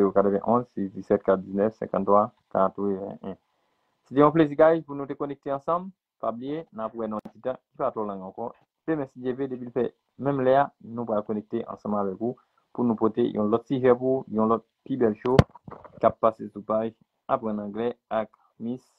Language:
Haitian Creole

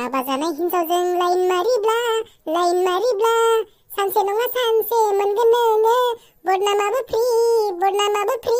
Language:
Bodo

